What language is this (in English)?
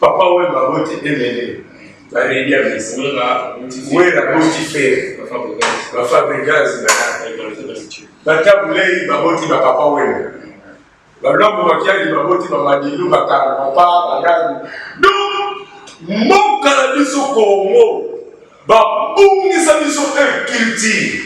Lingala